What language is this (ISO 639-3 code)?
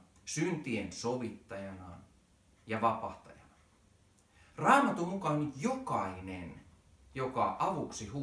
fin